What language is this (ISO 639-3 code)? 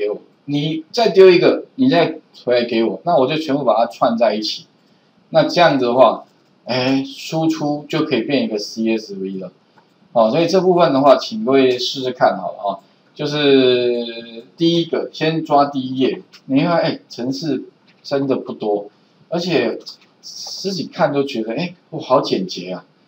zho